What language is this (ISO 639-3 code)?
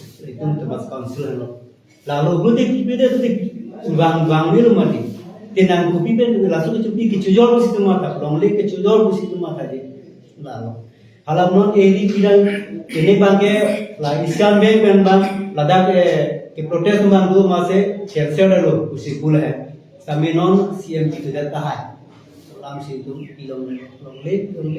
mjw